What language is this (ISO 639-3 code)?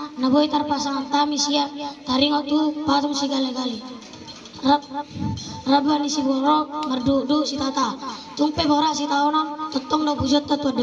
bbc